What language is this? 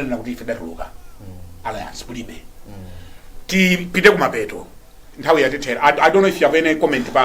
Nyanja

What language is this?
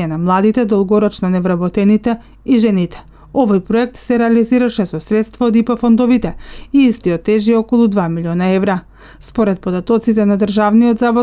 Macedonian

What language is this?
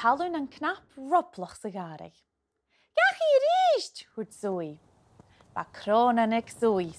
Scottish Gaelic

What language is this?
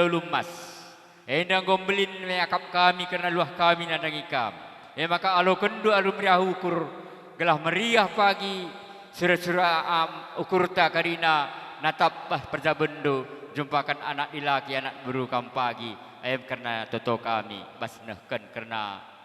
Batak Karo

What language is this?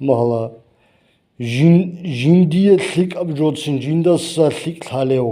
Avaric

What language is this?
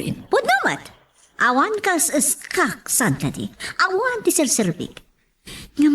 Iloko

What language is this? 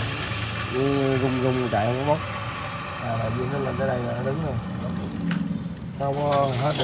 Vietnamese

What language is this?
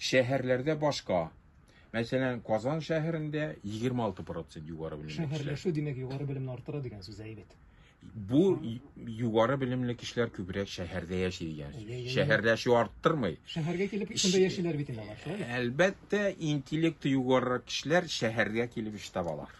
Tatar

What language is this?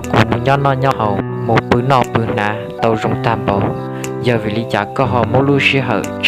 Hmong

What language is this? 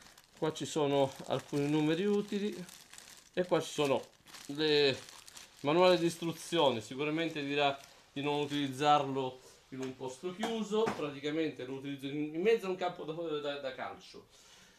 Italian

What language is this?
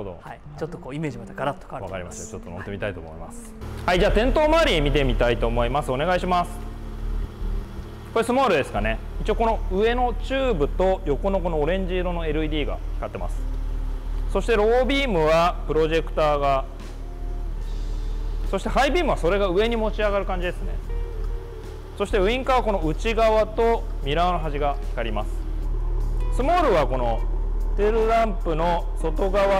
Japanese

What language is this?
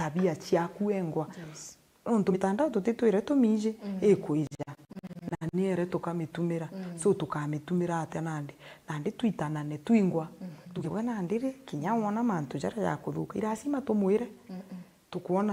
Meru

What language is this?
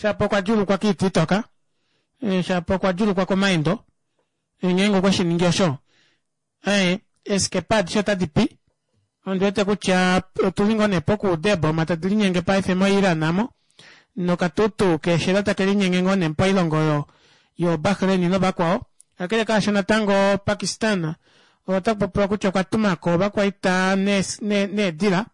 Kuanyama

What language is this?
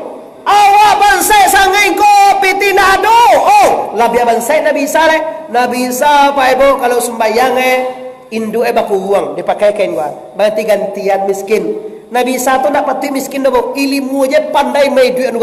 Minangkabau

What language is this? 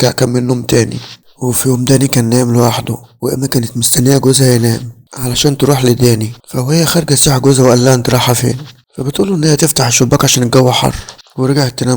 Egyptian Arabic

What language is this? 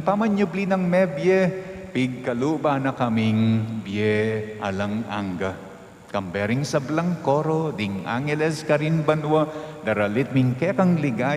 Pampanga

